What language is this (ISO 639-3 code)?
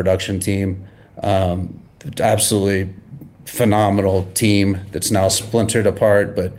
eng